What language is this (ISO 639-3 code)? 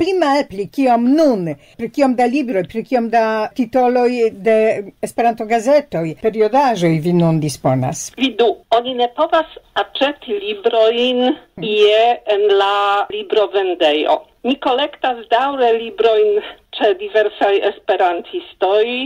epo